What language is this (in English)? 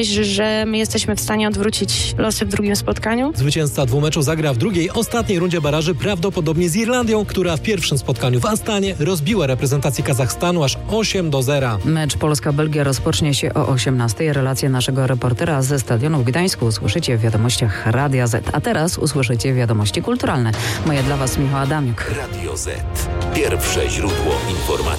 Polish